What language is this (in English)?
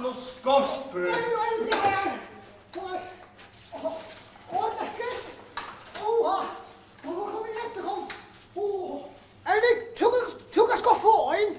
Faroese